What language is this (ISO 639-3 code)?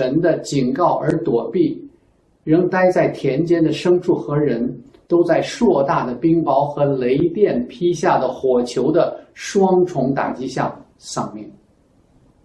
zho